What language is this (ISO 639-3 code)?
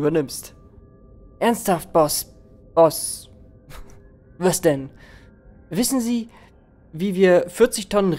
deu